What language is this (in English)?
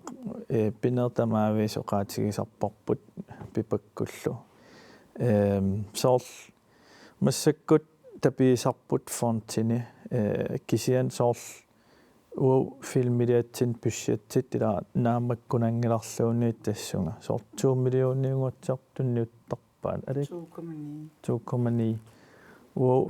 Kalaallisut